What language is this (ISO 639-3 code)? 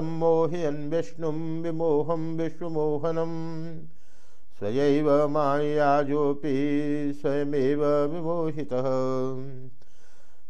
san